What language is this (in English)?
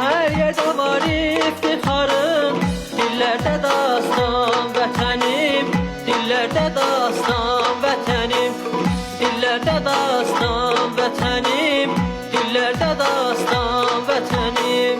South Azerbaijani